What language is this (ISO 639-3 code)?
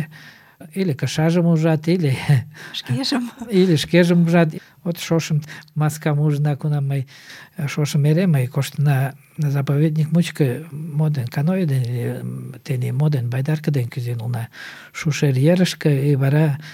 chm